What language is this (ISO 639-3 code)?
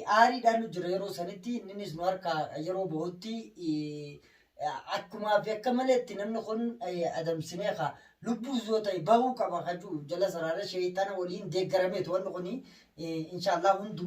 orm